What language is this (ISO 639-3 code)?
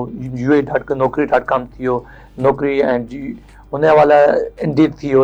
snd